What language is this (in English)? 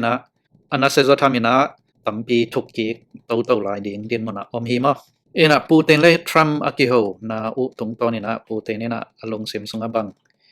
Tedim Chin